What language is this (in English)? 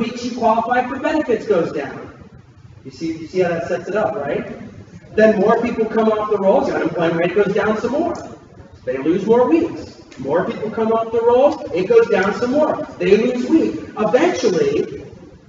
English